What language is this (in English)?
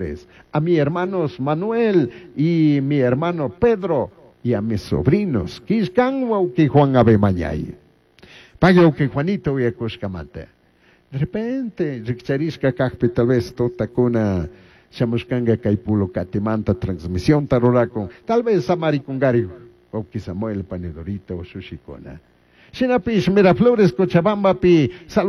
Chimborazo Highland Quichua